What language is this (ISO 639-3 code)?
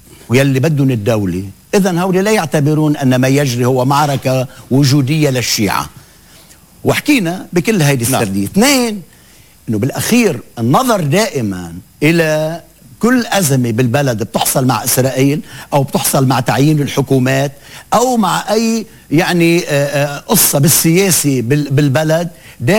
apc